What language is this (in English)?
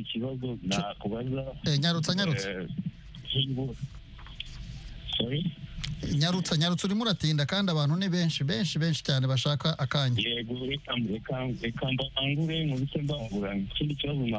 Kinyarwanda